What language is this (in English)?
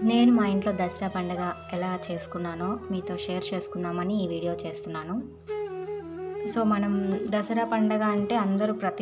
Telugu